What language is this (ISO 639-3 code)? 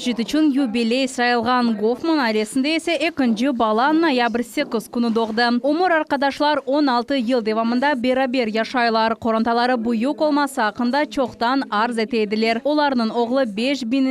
crh